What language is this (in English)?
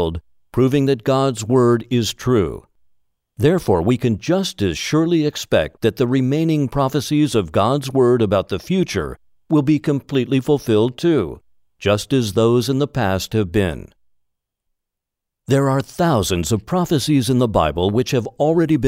English